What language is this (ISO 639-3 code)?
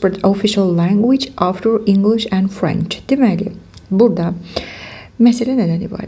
aze